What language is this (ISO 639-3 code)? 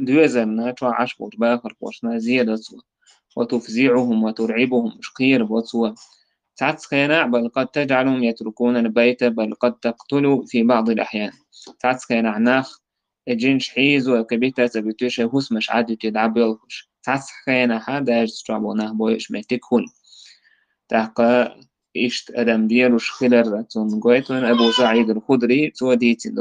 che